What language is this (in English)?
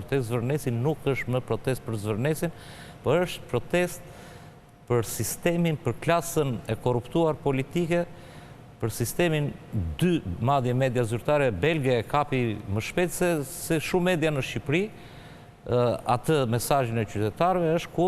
Albanian